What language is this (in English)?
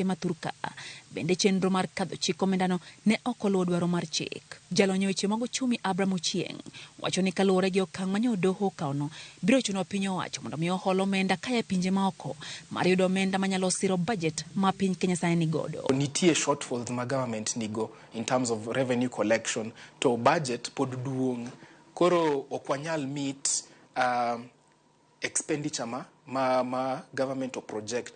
Luo (Kenya and Tanzania)